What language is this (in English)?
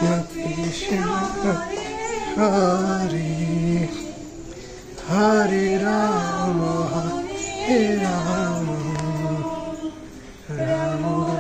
Bangla